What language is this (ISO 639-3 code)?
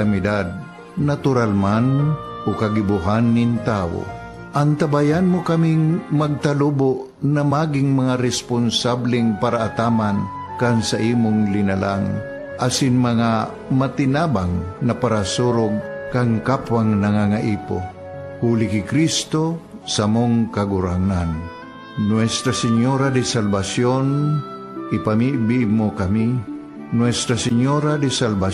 bik